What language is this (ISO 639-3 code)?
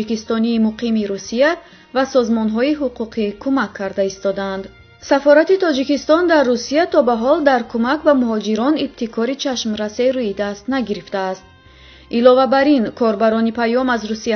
tgk